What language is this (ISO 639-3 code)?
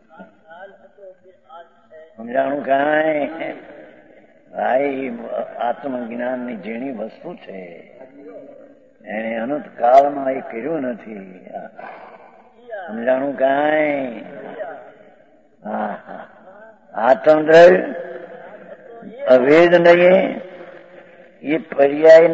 guj